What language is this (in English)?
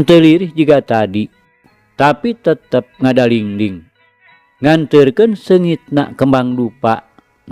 Sundanese